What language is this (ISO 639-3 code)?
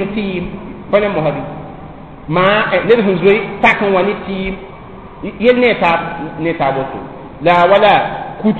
mos